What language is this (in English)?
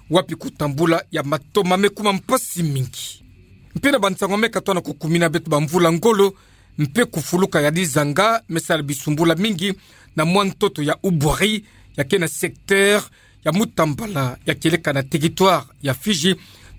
Kituba (Democratic Republic of Congo)